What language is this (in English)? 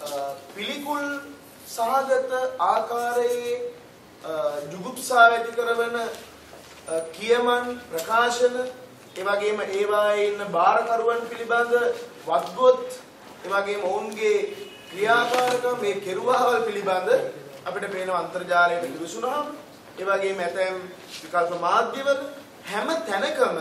Sinhala